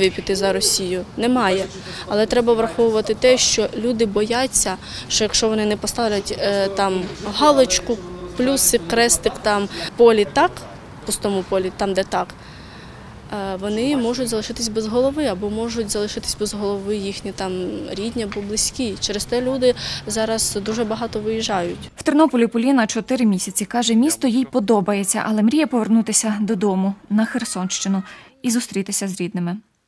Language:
Ukrainian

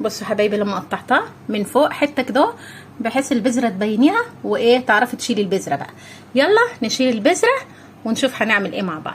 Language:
Egyptian Arabic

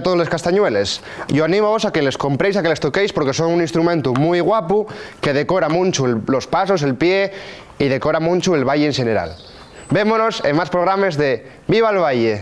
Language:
Asturian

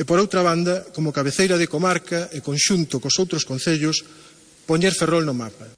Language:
Galician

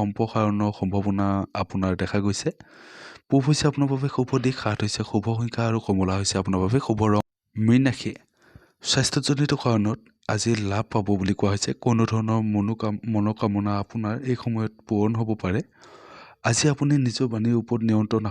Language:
Assamese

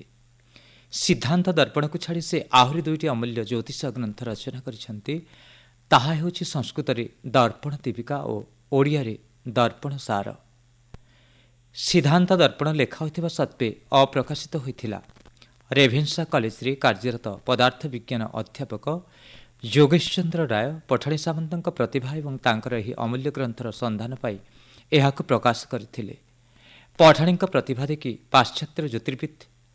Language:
Odia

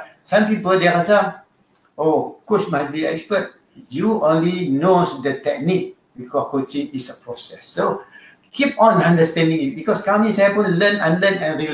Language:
Malay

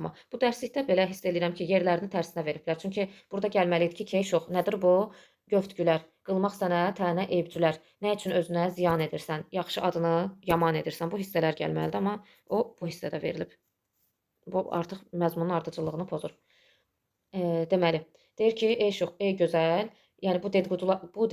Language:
Azerbaijani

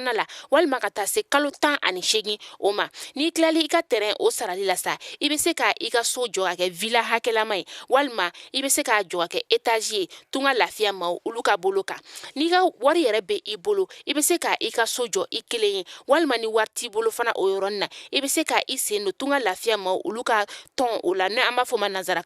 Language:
Bambara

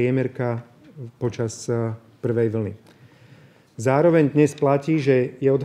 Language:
Slovak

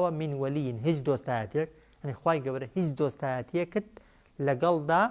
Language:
Central Kurdish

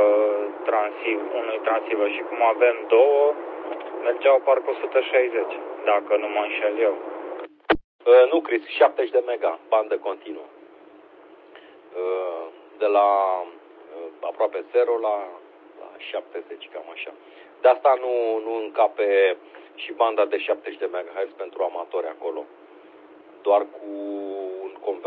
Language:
Romanian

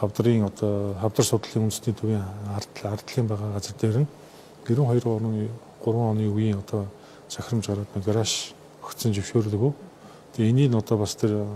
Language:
Mongolian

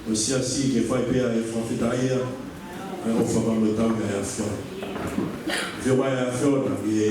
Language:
Tongan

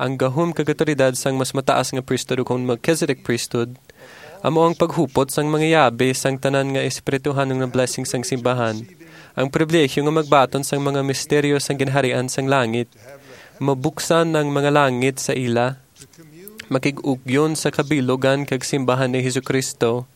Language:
Hiligaynon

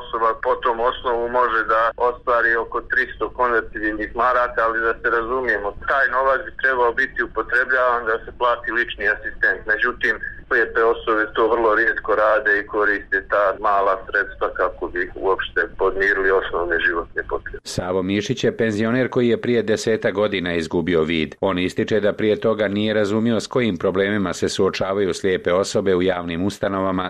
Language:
Bosnian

